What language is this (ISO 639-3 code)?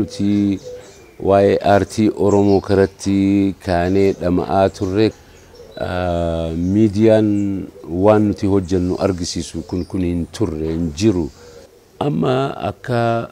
orm